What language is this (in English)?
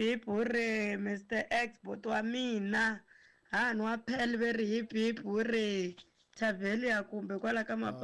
Tsonga